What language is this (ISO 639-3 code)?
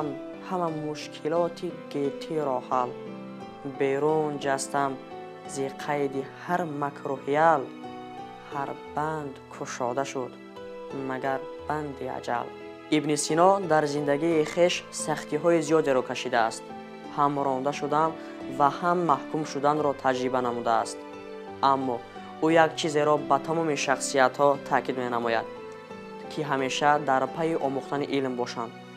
tgk